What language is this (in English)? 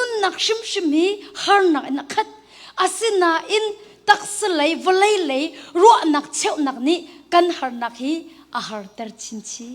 Hakha Chin